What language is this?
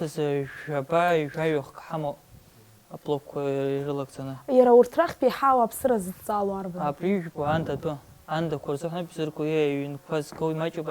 Abkhazian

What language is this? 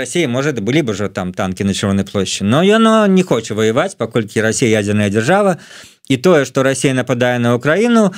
Belarusian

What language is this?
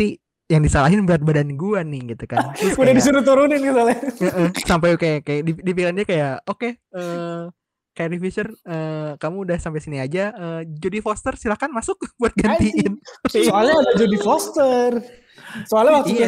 Indonesian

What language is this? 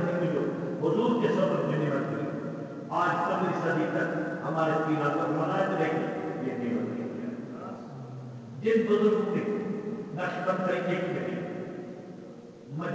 Urdu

